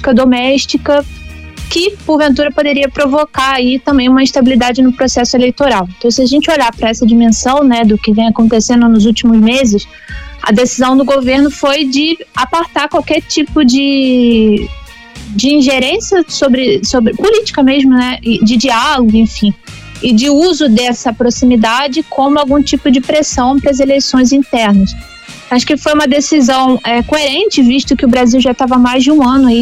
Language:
Portuguese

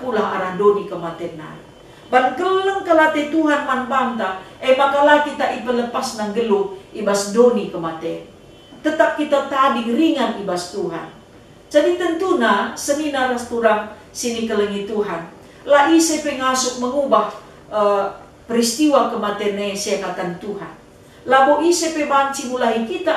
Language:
Batak Karo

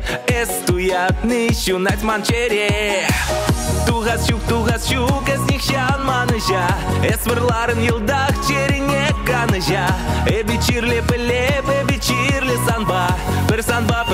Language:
Chuvash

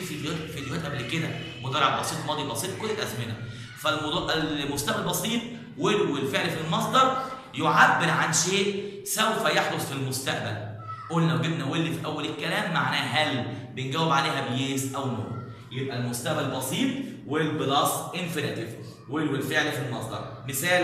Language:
Egyptian Arabic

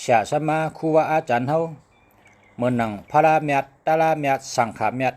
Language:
Shan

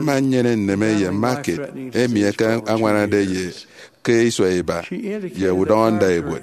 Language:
Efik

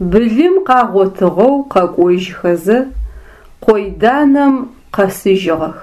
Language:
Adyghe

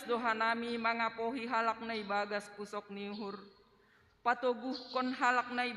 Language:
Batak Simalungun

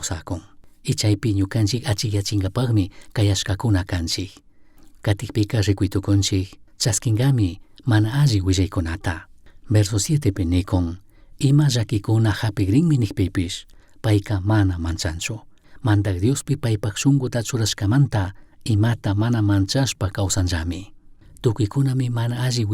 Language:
Chimborazo Highland Quichua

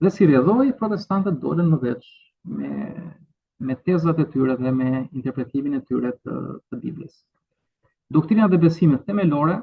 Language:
Albanian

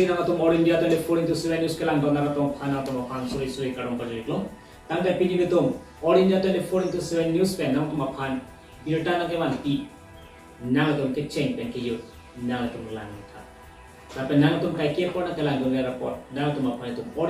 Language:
Karbi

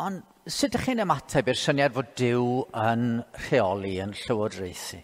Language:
Welsh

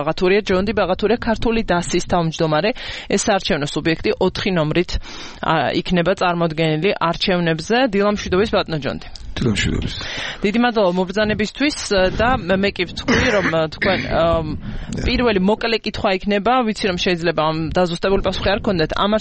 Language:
Georgian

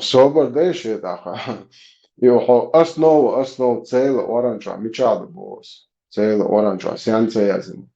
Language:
Chechen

